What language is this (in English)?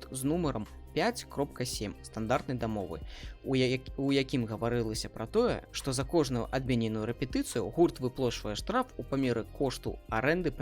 Belarusian